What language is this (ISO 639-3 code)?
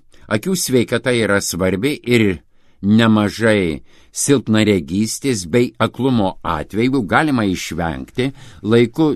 lit